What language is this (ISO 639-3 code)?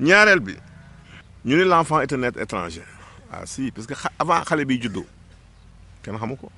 wol